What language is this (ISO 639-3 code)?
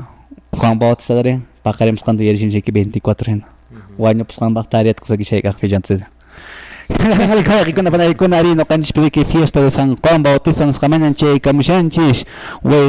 que